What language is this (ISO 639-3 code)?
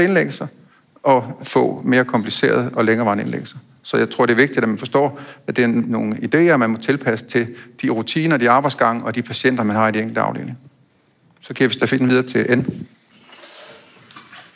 dan